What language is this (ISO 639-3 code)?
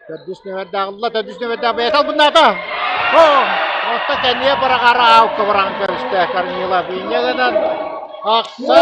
sah